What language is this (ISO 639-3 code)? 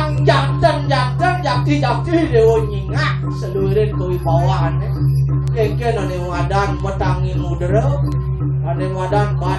ban